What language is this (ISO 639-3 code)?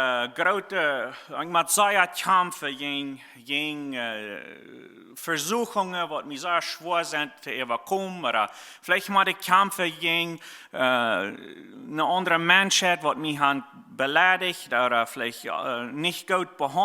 pdt